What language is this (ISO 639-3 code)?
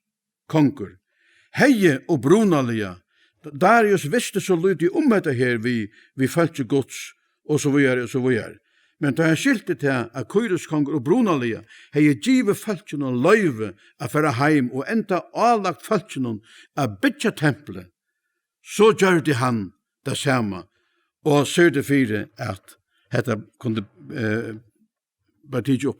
fao